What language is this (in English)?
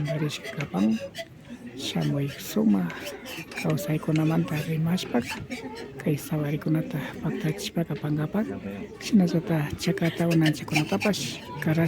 Imbabura Highland Quichua